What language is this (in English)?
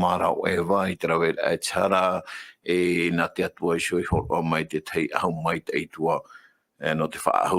Tahitian